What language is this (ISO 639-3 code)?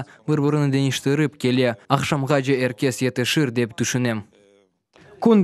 crh